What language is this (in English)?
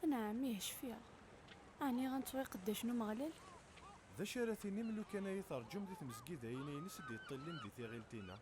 Kabyle